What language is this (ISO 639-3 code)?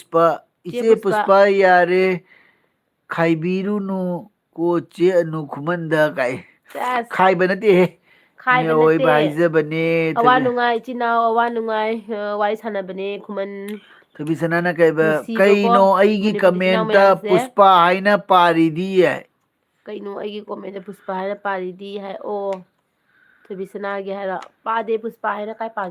mni